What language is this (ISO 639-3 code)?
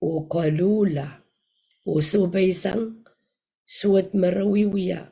pon